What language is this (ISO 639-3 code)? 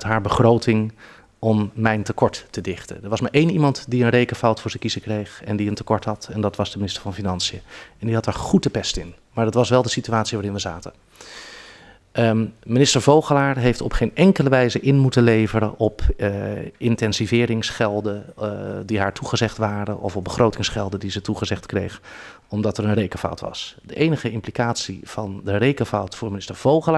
nld